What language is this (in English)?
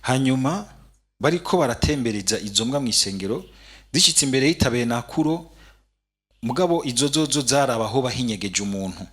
Rundi